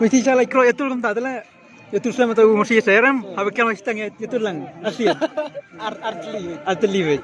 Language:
Khasi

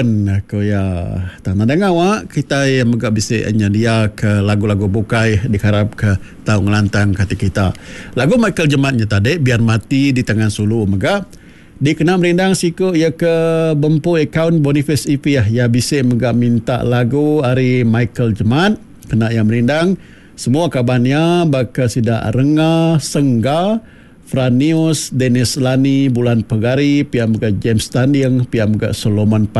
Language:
Iban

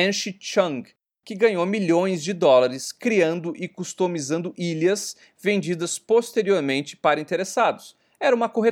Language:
Portuguese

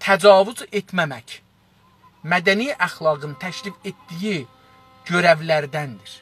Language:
South Azerbaijani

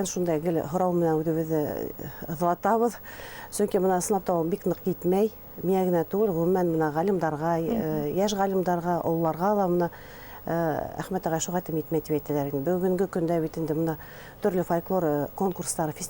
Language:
Bashkir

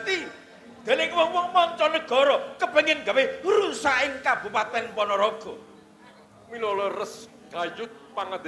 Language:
Javanese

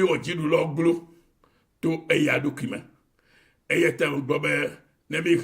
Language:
Ewe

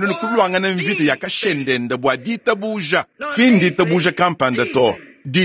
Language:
Luba-Lulua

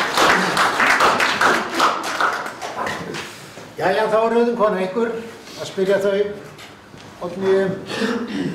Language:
Icelandic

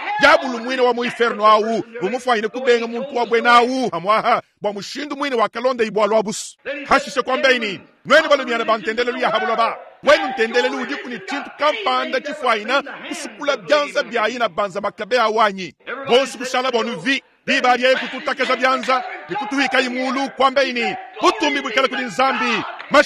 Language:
Luba-Lulua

